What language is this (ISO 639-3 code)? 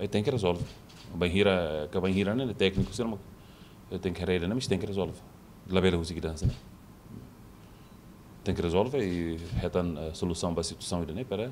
tet